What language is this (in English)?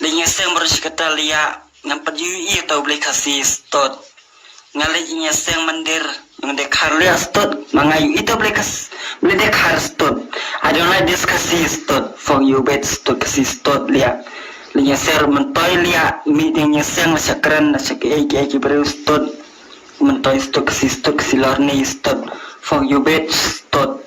Khasi